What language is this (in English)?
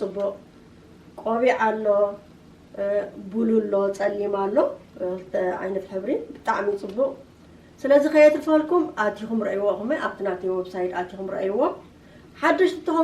Tigrinya